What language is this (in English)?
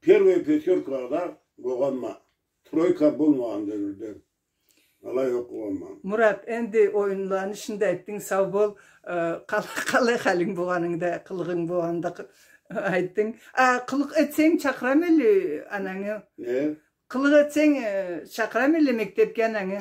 Karachay-Balkar